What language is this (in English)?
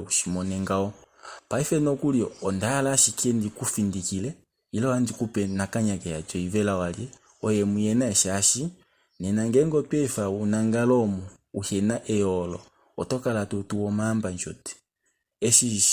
Kuanyama